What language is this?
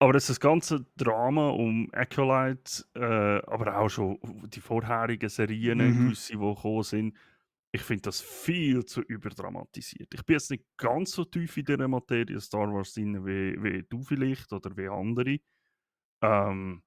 Swiss German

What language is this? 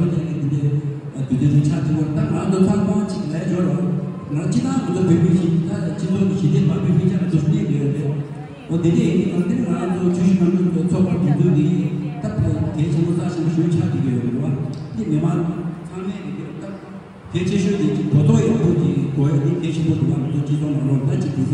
Tibetan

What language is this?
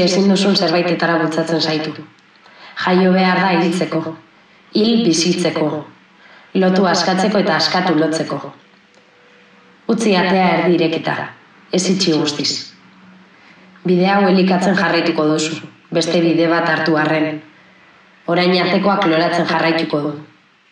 Basque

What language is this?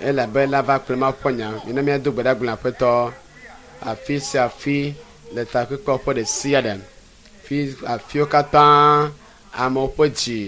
Ewe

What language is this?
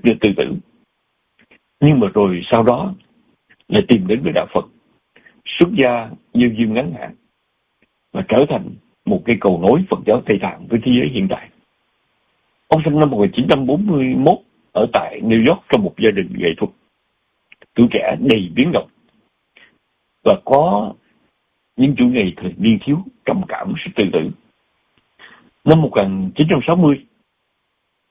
Vietnamese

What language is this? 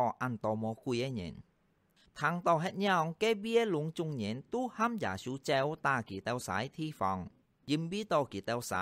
Hakka Chinese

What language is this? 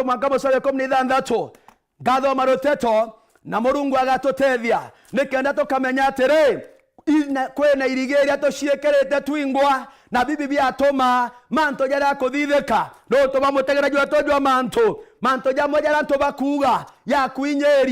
Meru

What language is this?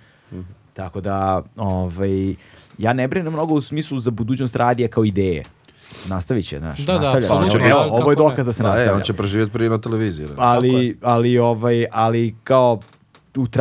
Serbian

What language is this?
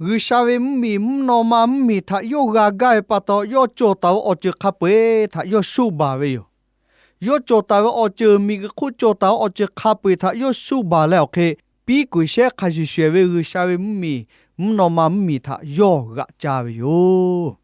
Lahu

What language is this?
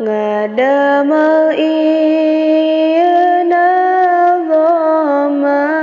Sundanese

